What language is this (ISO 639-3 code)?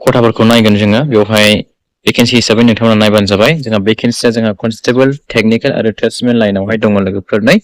brx